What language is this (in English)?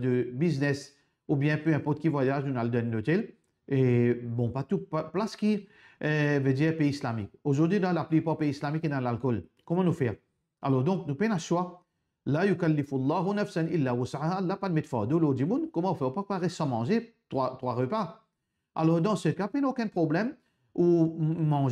Morisyen